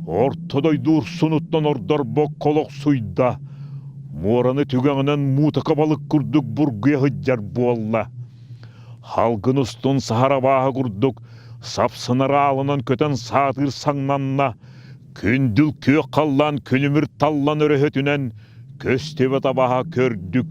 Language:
Yakut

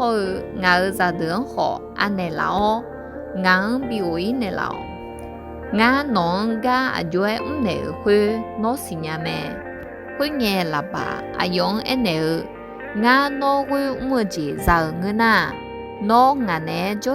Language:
Akha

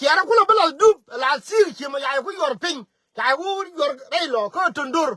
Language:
Nuer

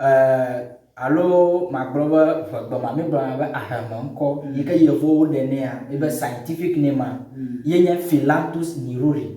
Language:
Ewe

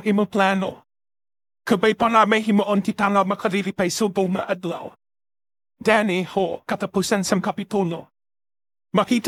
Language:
Hiligaynon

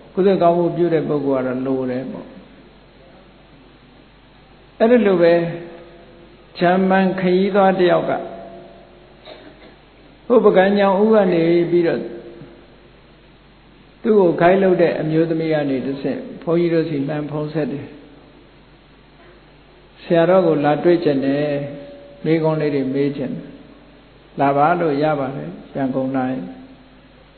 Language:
Burmese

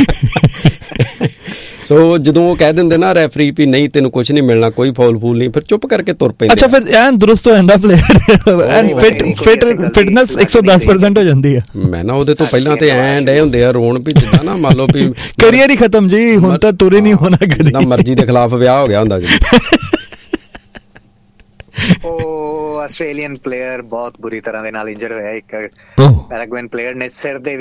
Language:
Punjabi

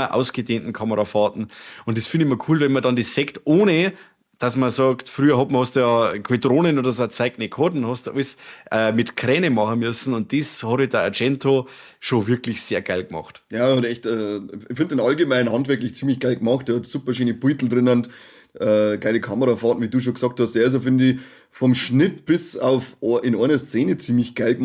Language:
Bavarian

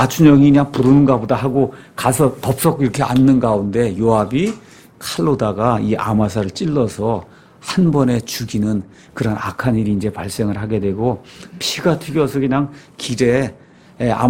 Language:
Korean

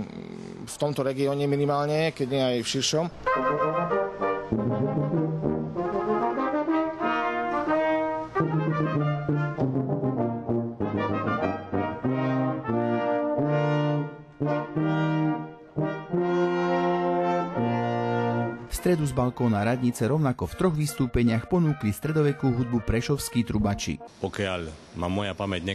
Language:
Slovak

